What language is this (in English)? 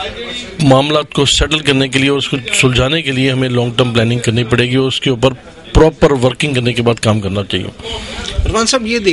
Urdu